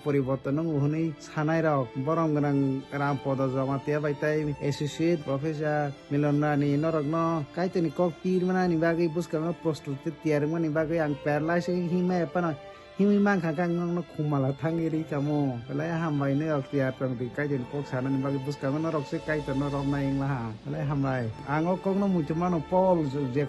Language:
Kok Borok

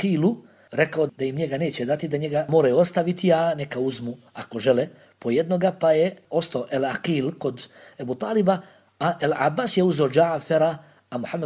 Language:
Bosnian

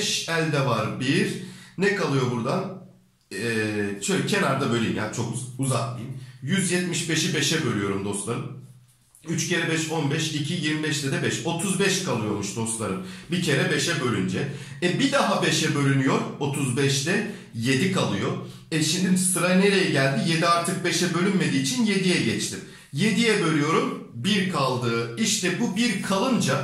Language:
Turkish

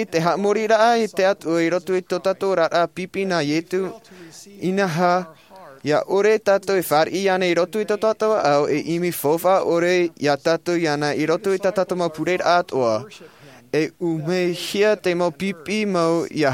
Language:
Tahitian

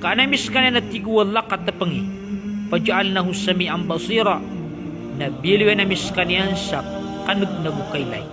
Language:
Maranao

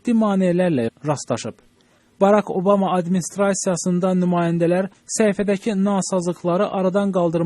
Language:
Azerbaijani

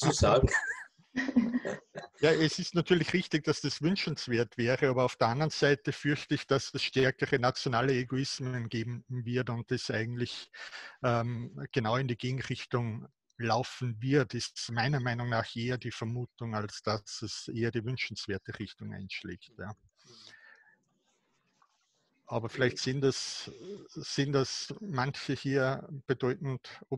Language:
German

